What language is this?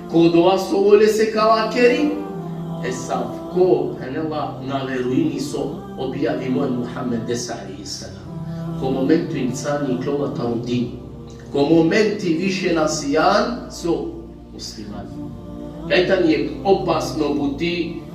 Balkan Romani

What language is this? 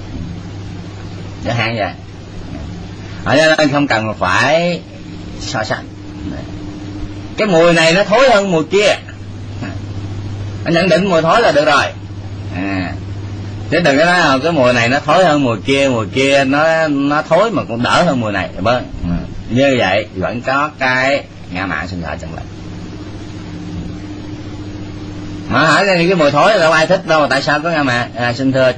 Vietnamese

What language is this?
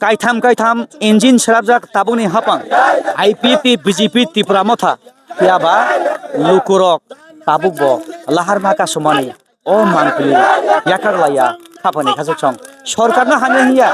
Kok Borok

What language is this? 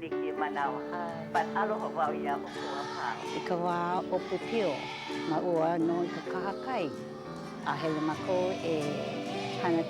Hawaiian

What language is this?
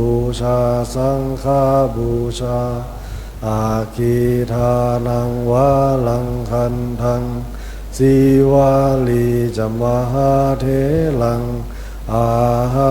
Pali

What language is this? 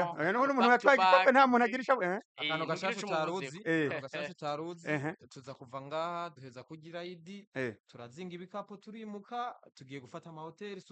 Rundi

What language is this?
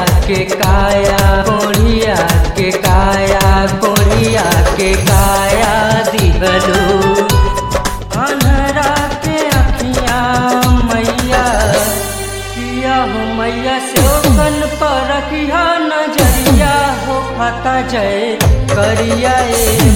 Bhojpuri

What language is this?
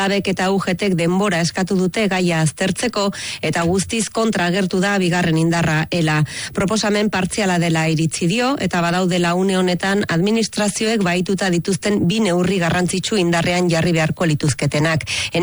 Basque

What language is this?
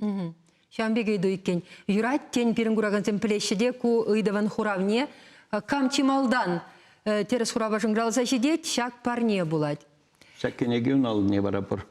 Chuvash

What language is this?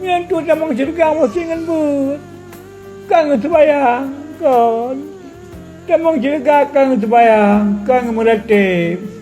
Achinese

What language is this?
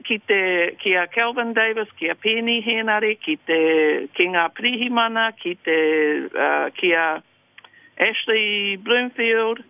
Māori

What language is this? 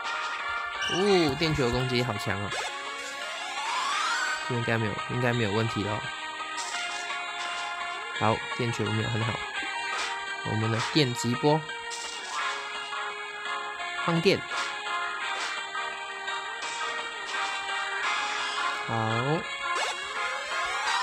Chinese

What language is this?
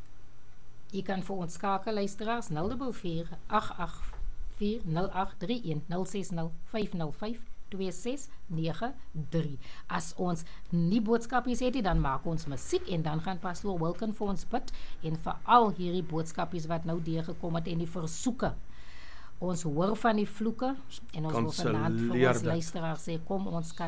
Afrikaans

